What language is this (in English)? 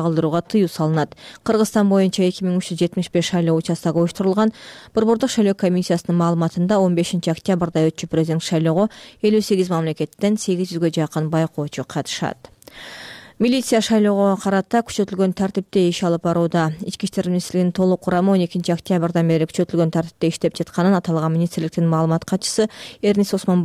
Kyrgyz